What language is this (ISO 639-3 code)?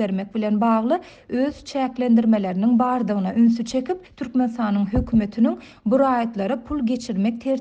tuk